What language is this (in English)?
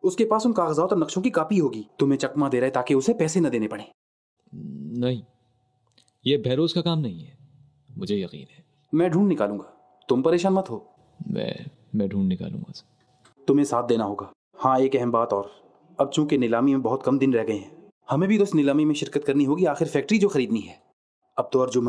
Hindi